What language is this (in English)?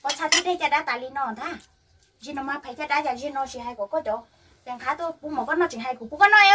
Hmong